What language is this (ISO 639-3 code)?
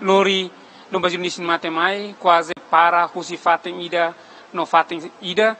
tet